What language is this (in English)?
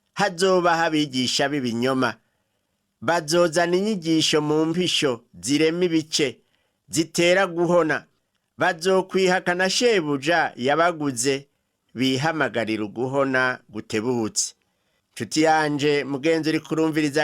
Rundi